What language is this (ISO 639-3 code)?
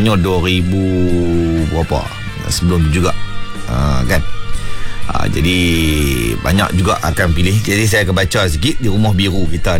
msa